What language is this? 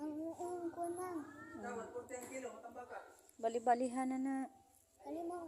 Cebuano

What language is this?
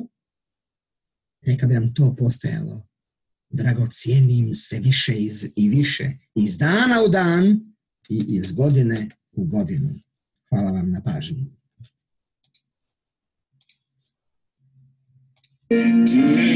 Croatian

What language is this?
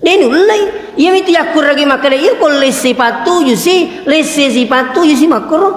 Buginese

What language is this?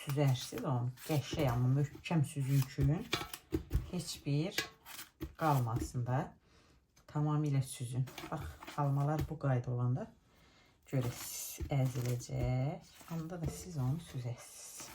Azerbaijani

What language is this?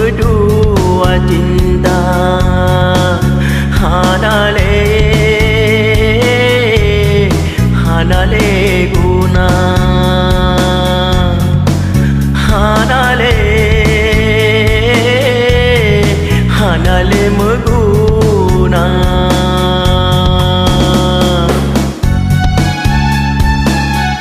Achinese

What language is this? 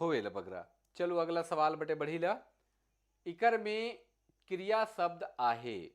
Sadri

